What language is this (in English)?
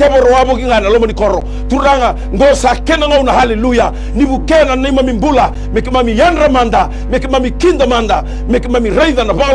Fijian